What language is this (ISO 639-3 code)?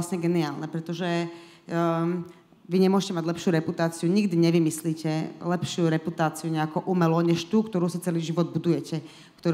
slk